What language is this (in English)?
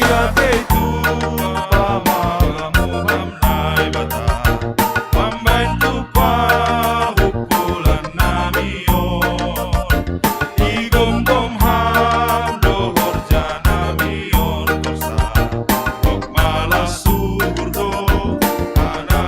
Batak Simalungun